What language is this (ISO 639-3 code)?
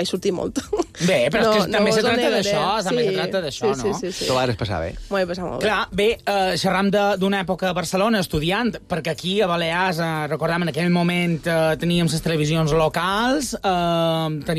cat